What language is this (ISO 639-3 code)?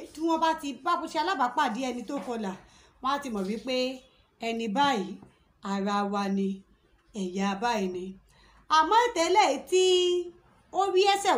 yor